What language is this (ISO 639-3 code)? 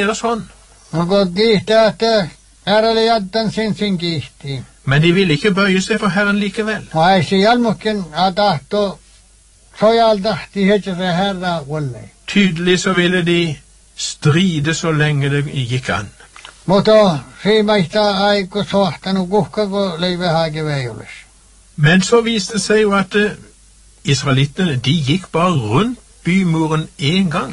nor